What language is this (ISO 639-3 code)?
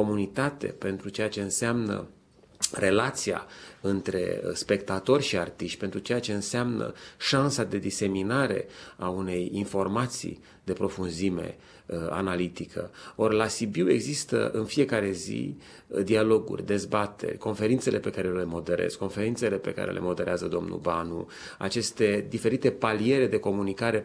ron